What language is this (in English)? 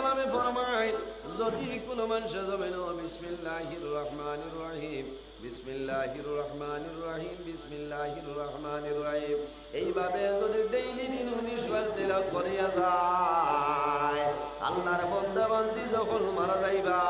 Sylheti